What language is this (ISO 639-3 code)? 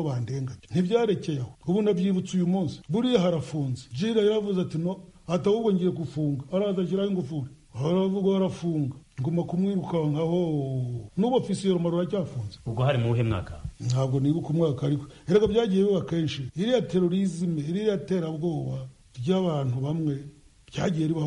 kin